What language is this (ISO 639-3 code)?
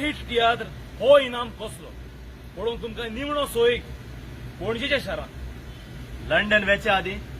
kok